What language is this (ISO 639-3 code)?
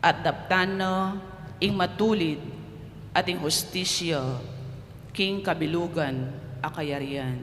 pam